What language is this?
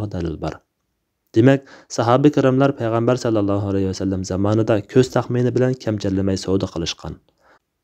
Uyghur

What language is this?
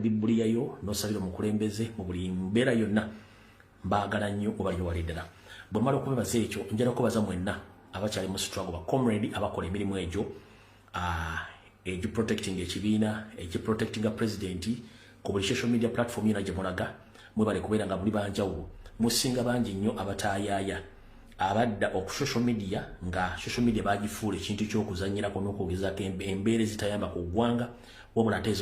Ganda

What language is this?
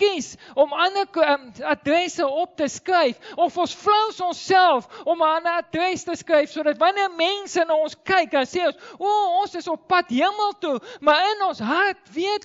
Afrikaans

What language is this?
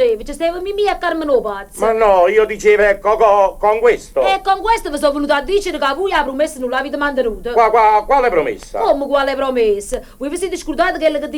Neapolitan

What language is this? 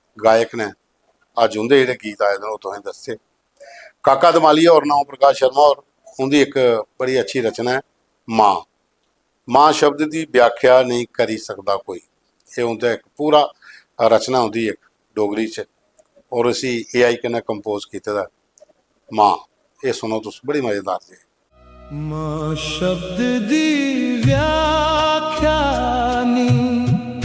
Dogri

